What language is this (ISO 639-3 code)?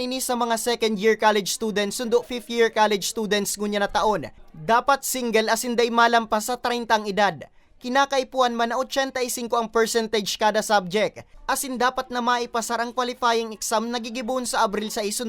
bik